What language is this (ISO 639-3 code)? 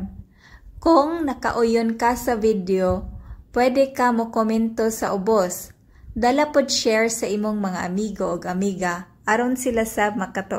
ceb